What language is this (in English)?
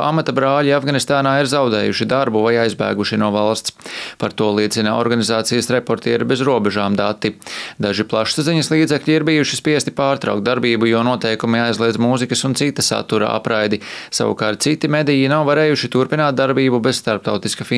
Latvian